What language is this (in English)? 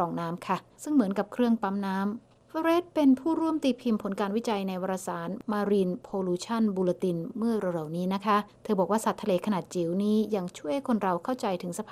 Thai